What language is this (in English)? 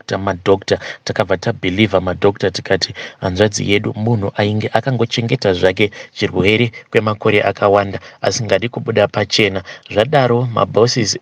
Shona